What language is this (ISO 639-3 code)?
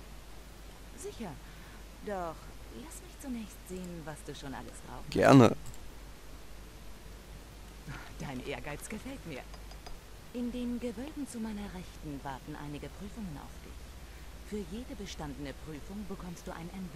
deu